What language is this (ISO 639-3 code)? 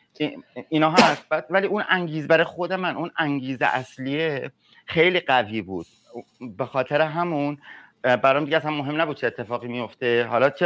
fas